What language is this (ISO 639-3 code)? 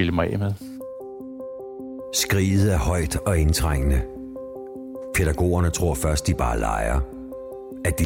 dan